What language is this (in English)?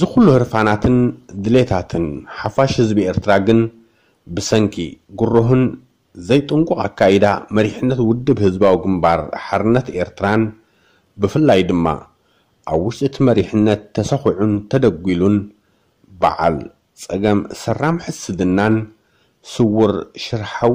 Tigrinya